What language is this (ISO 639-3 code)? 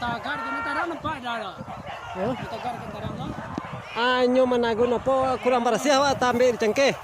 min